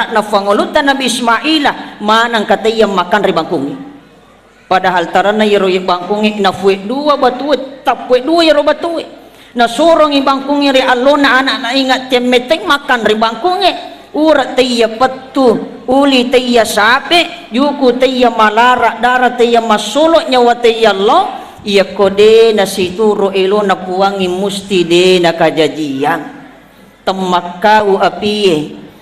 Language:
Buginese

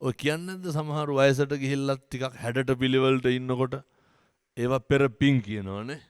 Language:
Sinhala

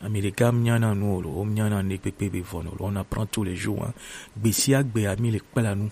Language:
Gen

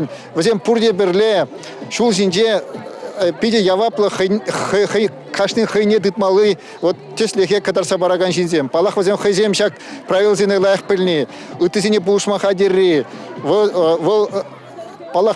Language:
Chuvash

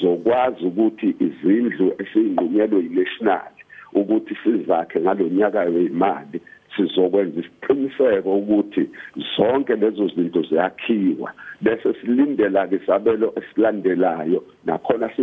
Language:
Zulu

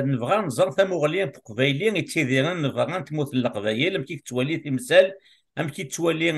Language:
Kabyle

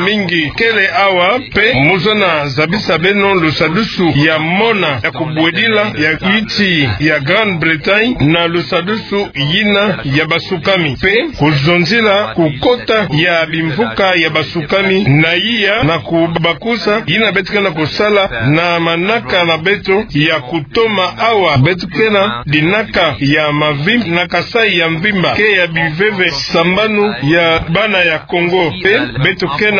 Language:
Kituba (Democratic Republic of Congo)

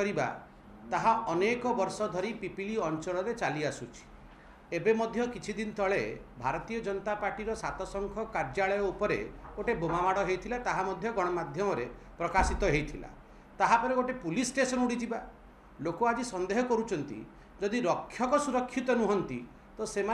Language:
Odia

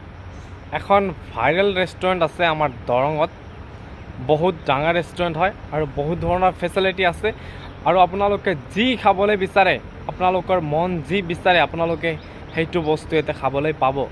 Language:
Assamese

